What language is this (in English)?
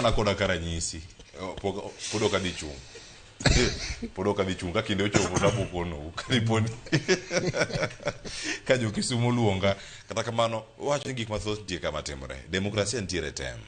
Luo (Kenya and Tanzania)